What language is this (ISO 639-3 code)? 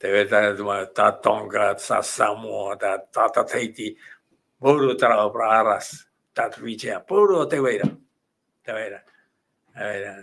tah